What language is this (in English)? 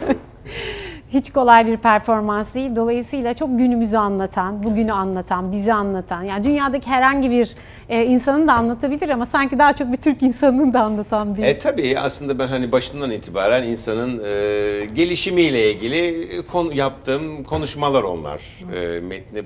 Turkish